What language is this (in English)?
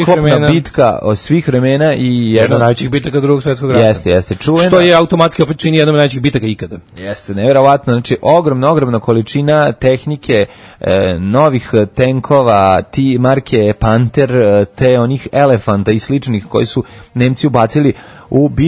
Serbian